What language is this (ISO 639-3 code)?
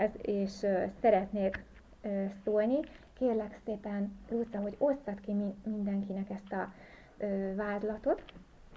hun